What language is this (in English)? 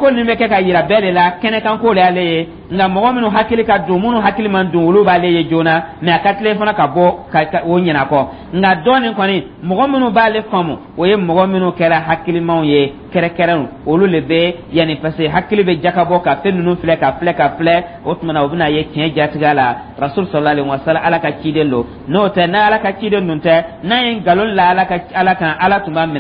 Dyula